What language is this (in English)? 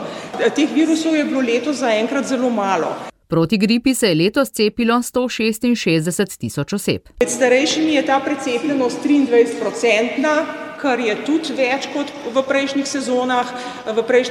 Slovenian